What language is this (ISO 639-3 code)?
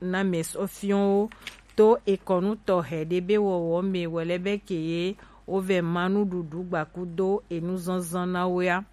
gej